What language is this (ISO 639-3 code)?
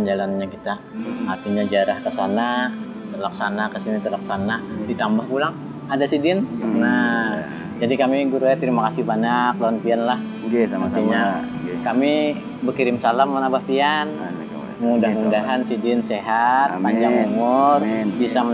bjn